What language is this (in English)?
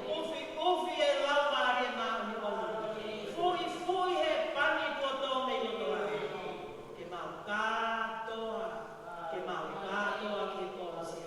Tongan